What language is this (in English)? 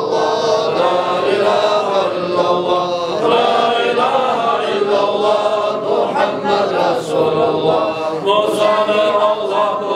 Kumyk